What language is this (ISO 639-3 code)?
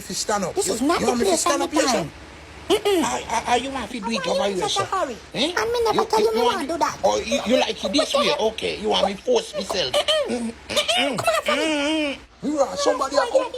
jam